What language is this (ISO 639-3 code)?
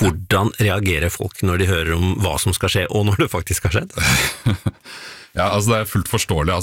nor